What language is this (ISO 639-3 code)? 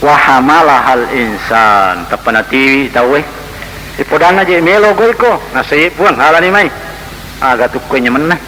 bug